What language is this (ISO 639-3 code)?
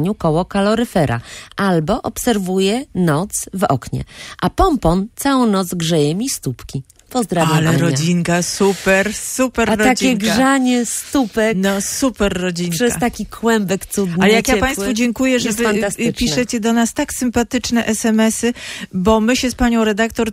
pol